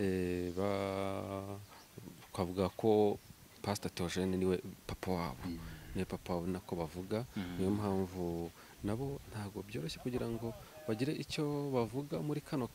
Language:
Kinyarwanda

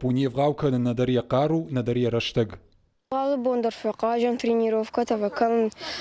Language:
Ossetic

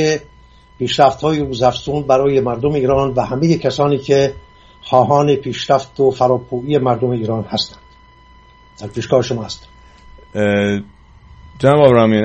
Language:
Persian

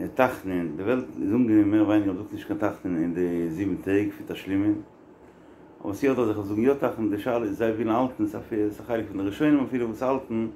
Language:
Yiddish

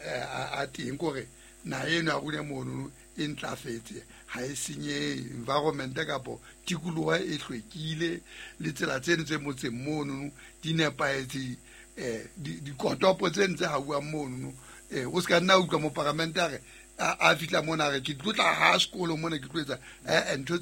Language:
Southern Sotho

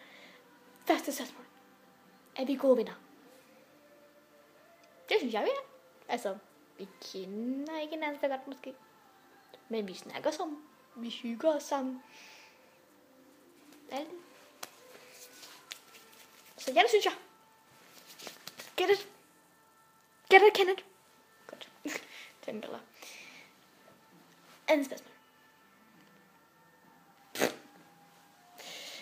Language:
Danish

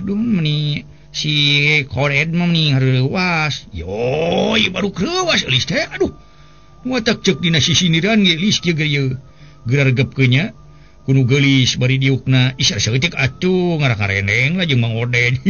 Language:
Sundanese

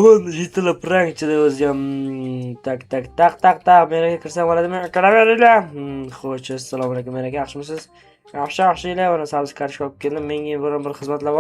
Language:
Uzbek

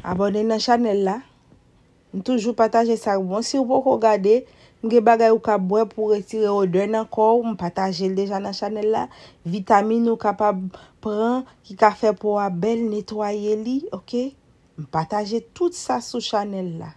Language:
Haitian Creole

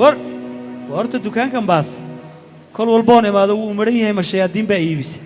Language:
Somali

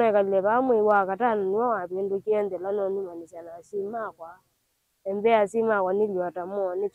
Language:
Kamba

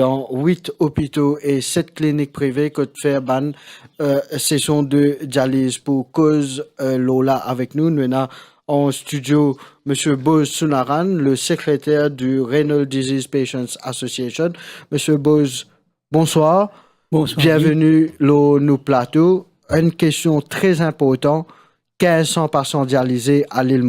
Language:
Morisyen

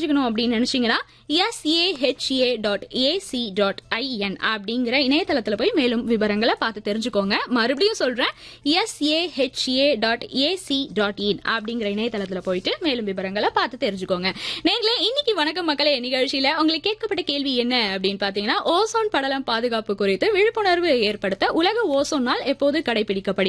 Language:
Tamil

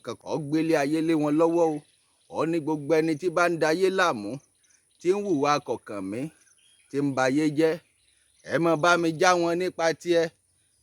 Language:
Yoruba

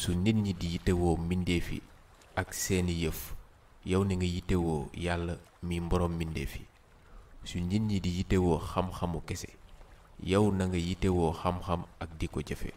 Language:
Wolof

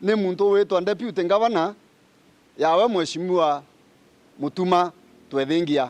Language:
Meru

